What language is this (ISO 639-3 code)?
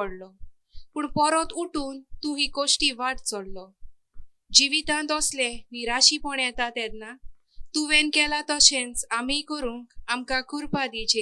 kok